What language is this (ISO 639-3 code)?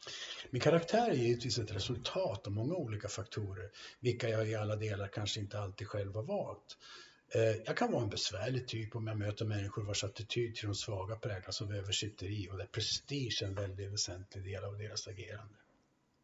swe